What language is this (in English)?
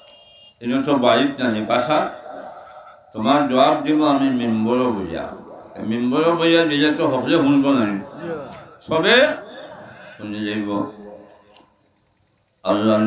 Sylheti